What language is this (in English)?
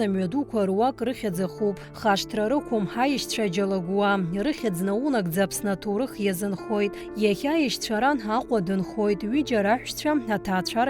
Abkhazian